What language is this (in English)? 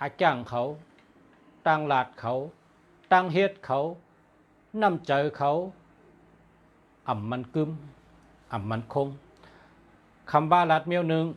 Shan